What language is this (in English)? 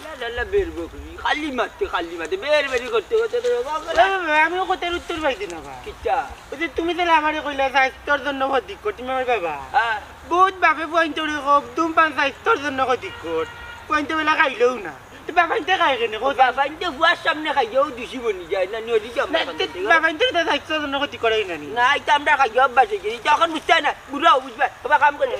Sylheti